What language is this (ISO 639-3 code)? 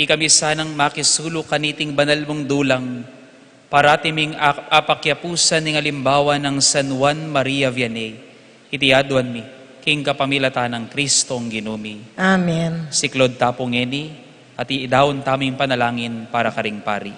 pam